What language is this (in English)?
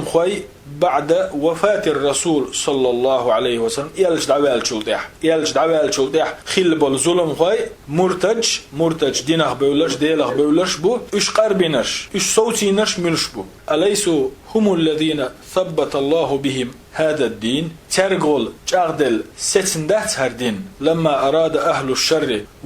Chechen